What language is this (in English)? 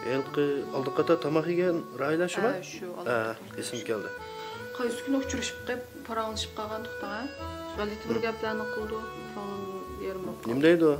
Uyghur